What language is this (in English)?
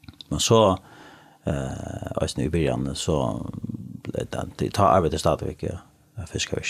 Faroese